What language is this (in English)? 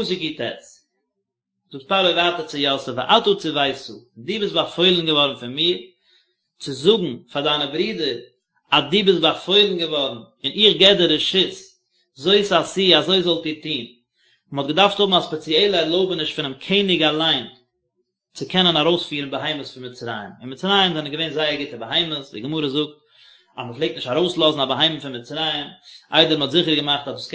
Yiddish